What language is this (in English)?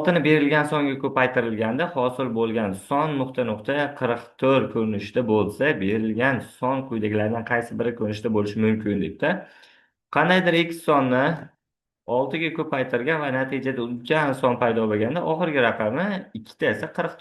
Uzbek